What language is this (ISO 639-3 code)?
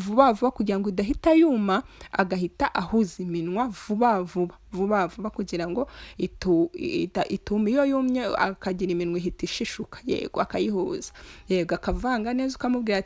kin